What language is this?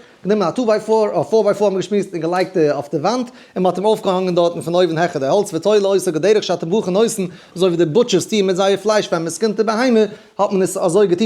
Yiddish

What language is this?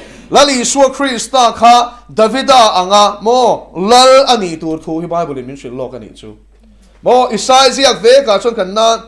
Mizo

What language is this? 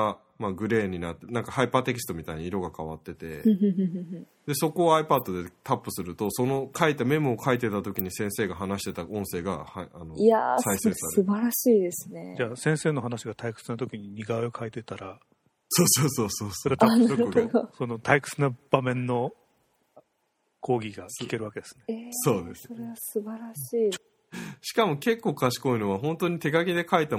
Japanese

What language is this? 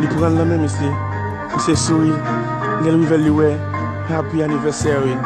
Haitian Creole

